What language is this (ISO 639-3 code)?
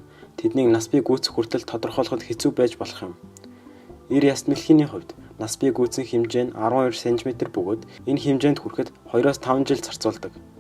mon